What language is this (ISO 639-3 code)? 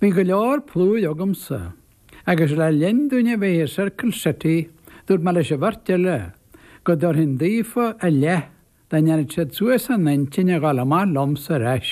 gle